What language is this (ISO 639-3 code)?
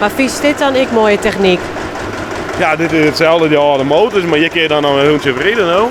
fry